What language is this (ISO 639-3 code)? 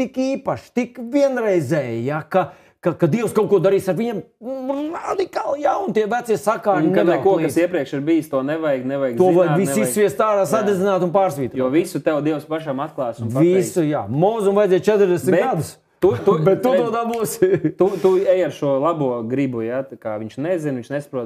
lav